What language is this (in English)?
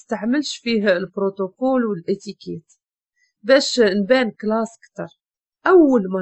Moroccan Arabic